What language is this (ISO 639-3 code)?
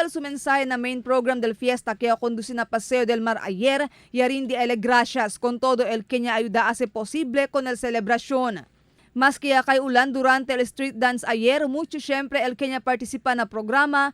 cbk